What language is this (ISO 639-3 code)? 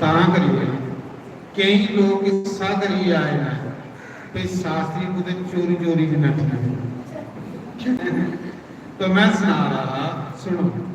doi